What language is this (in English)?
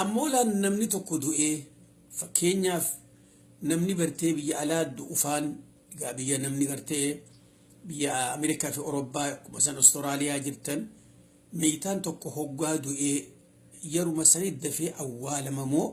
Oromo